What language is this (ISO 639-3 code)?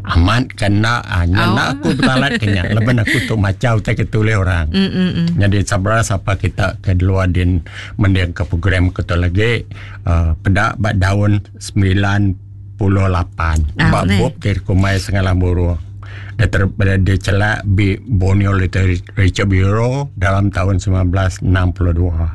iba